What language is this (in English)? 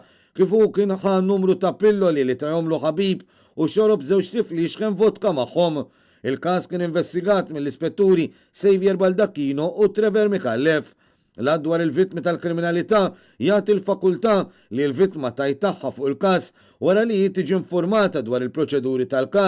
Maltese